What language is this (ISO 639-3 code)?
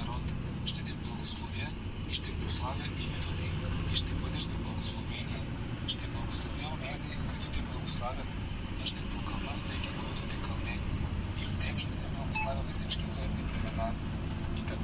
bul